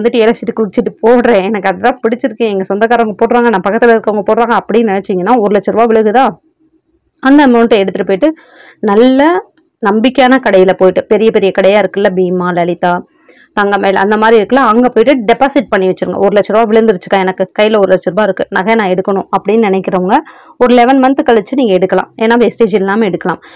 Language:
Tamil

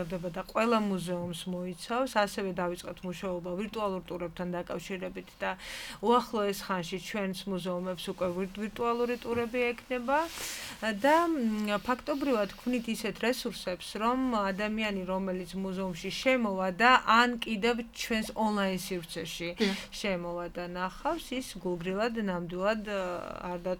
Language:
Georgian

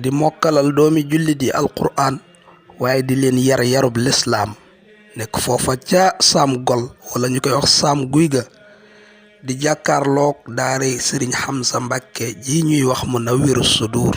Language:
Wolof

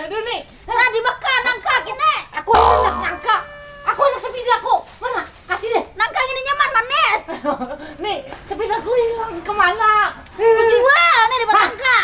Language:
Banjar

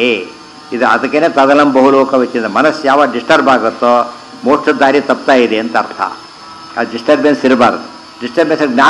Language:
Kannada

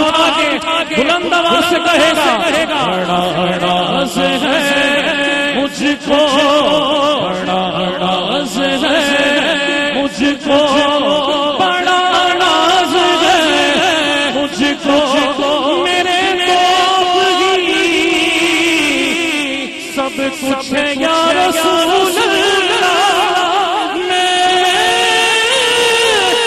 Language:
Urdu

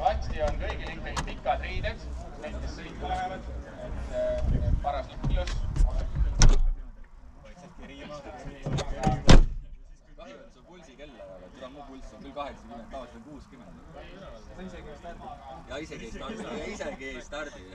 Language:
Estonian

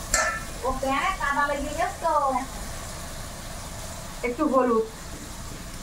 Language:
Bangla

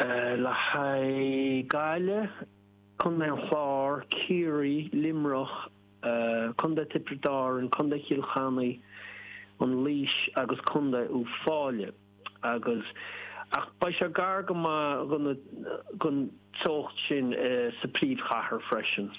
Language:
Irish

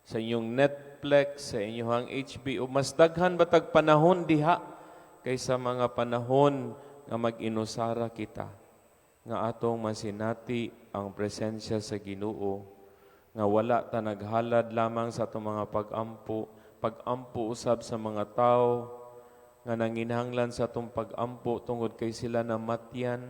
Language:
Cebuano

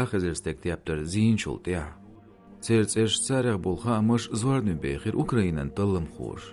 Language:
Chechen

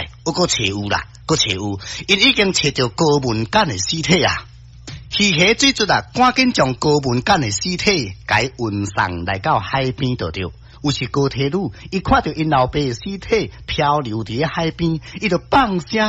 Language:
Min Nan Chinese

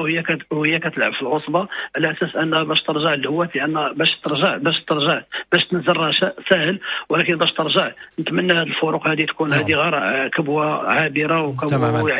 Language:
Moroccan Arabic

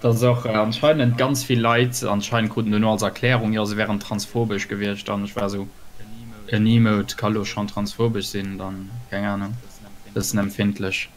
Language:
Luxembourgish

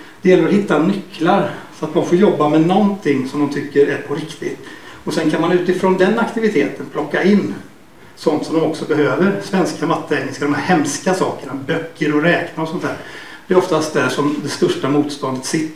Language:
Swedish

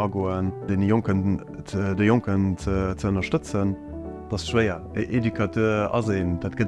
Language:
Luxembourgish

